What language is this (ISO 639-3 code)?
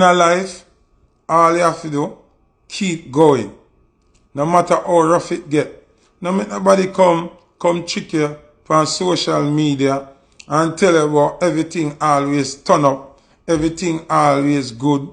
jam